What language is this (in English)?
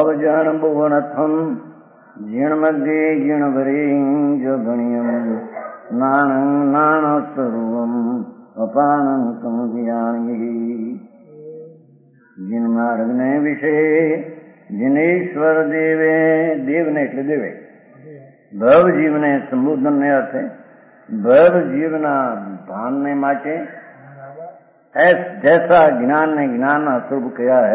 Gujarati